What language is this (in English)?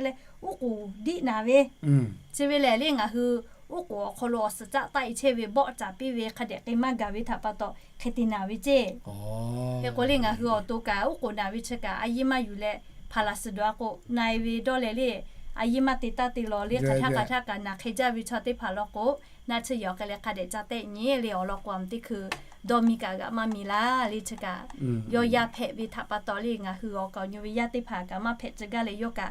Lahu